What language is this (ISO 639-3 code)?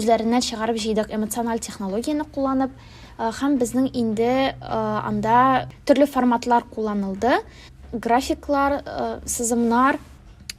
tat